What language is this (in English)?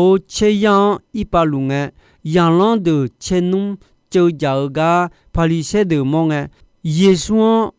Akha